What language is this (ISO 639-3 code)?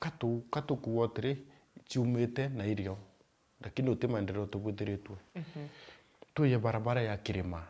mer